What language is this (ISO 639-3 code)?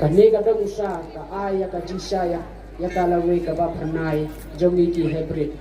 kha